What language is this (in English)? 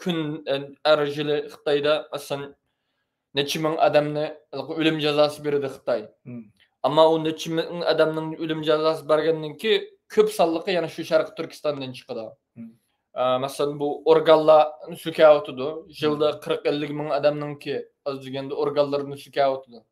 Uyghur